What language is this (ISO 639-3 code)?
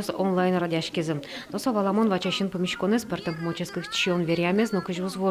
udm